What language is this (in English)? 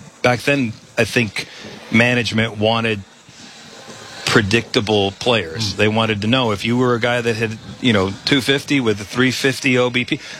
English